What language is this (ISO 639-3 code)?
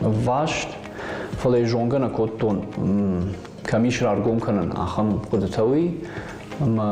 oss